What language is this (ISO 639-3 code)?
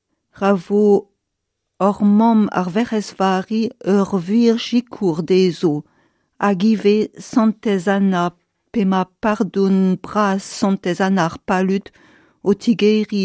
bre